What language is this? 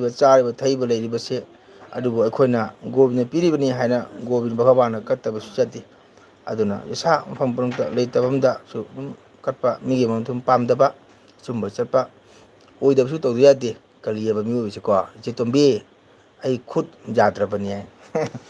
Manipuri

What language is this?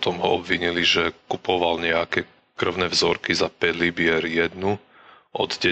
Slovak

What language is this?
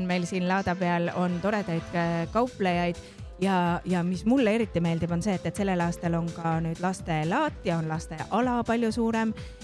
Estonian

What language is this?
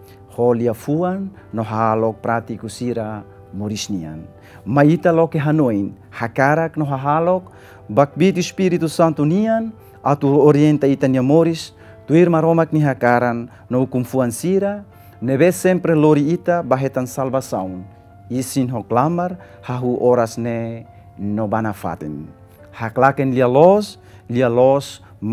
Tetum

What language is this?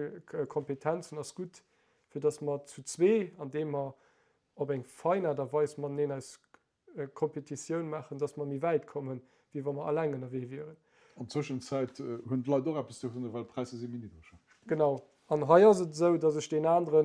Luxembourgish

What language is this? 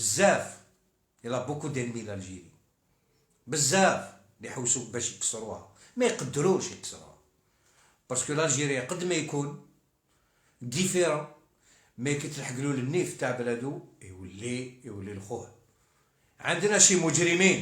Algerian Arabic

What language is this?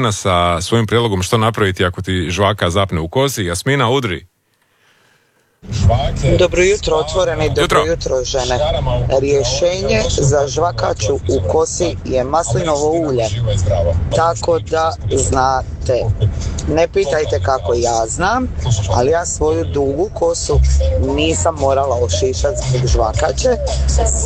Croatian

